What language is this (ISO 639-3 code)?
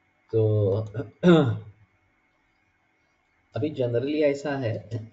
hin